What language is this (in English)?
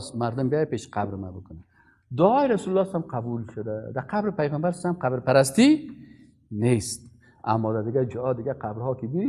Persian